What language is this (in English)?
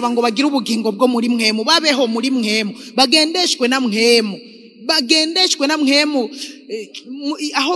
Rundi